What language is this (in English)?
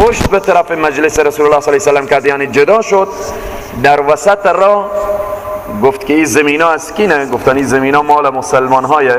Persian